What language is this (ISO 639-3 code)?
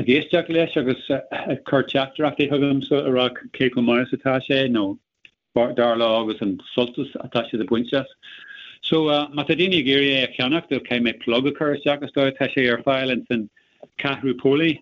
gle